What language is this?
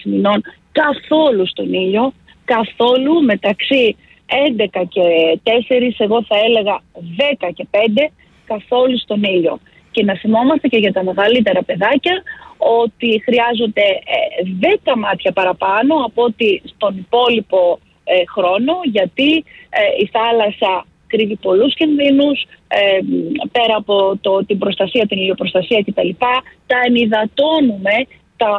Greek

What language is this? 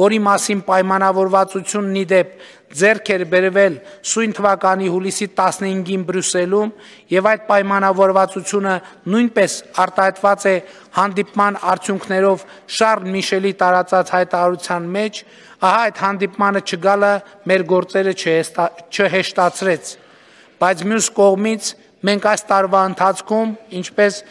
Armenian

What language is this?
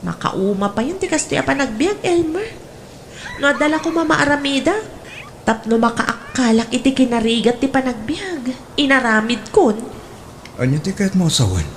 Iloko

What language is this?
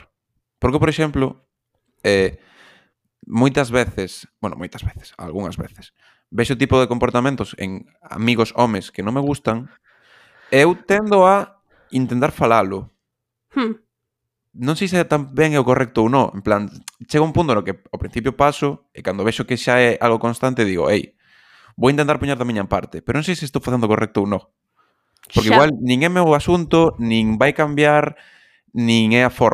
Galician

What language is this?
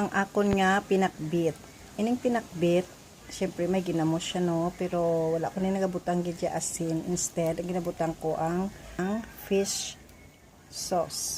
Hiligaynon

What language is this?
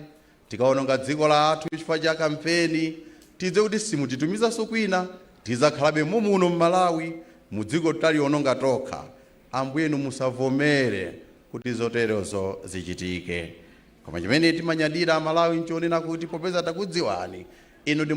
Nyanja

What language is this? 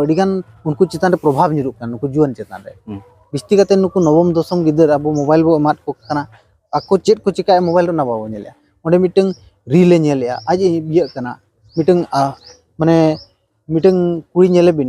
Santali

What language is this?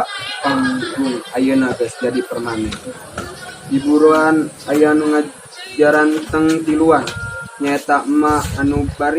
Sundanese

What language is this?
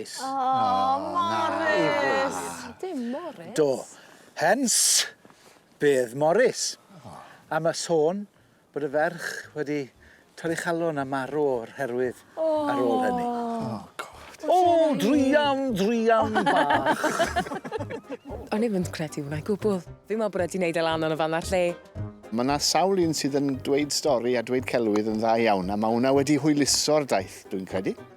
Welsh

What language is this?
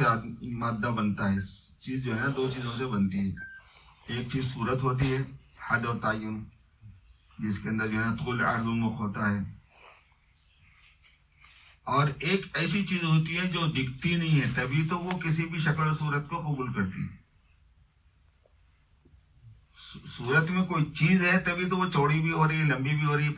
Urdu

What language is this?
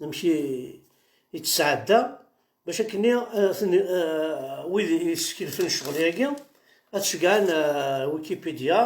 Kabyle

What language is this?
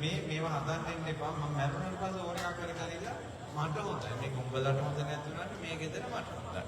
Sinhala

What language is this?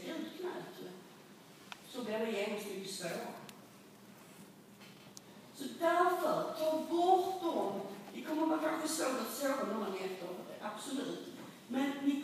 Swedish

